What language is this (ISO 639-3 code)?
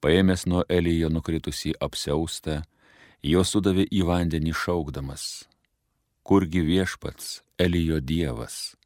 lit